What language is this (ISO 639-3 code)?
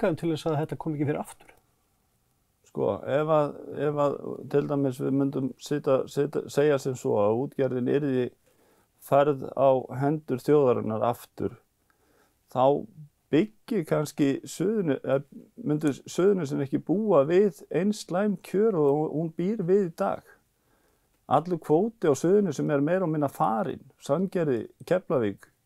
isl